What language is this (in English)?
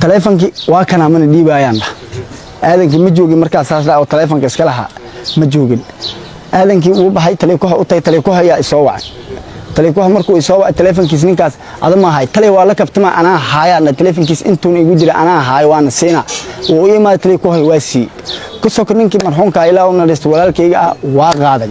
Somali